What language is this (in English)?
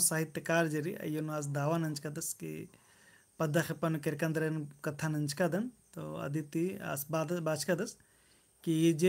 Kurukh